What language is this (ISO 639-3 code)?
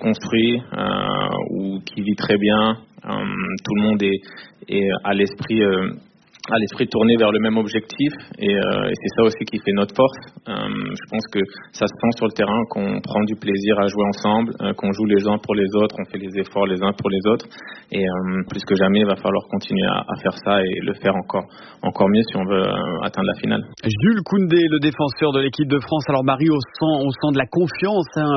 fra